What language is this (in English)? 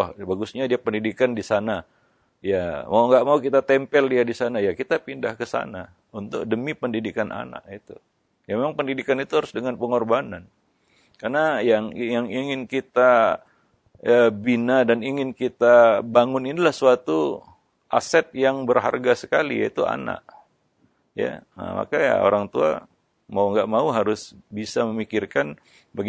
Indonesian